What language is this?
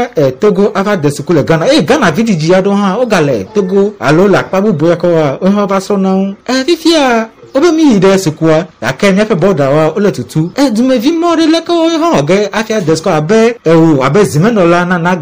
Ewe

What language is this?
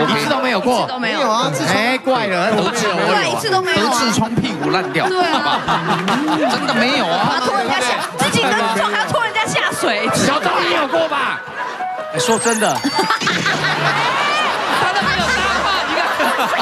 Chinese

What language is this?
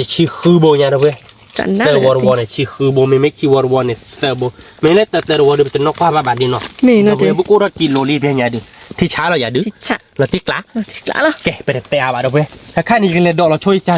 S'gaw Karen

